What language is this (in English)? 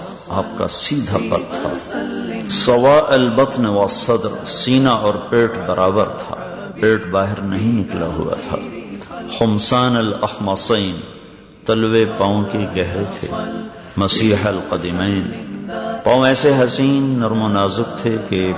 Urdu